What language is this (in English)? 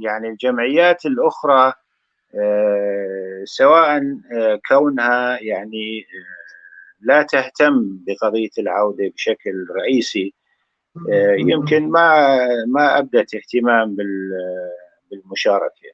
North Levantine Arabic